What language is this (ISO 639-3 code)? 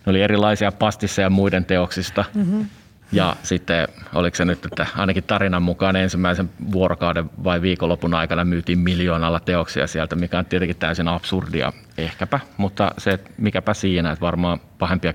fin